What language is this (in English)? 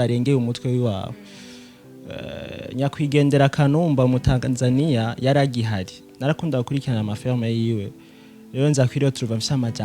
Rundi